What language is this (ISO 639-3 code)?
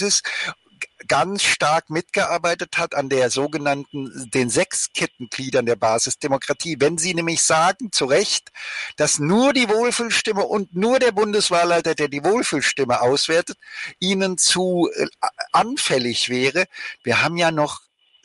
deu